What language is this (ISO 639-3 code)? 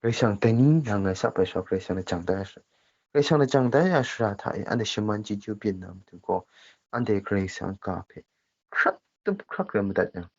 kac